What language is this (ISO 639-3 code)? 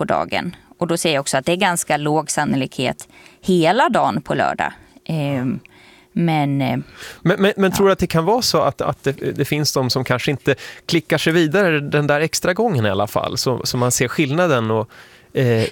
swe